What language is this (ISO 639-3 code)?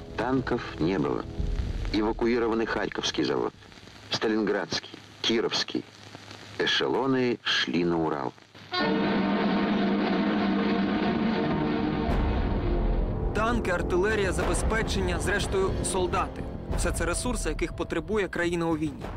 ukr